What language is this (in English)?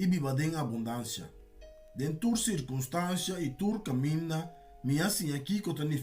Papiamento